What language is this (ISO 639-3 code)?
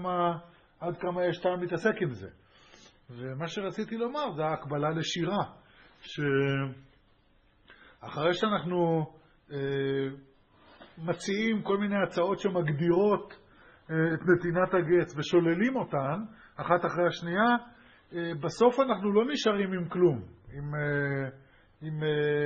heb